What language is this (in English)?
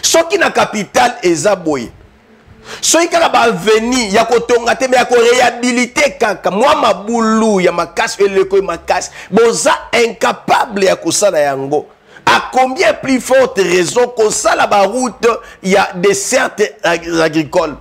Lingala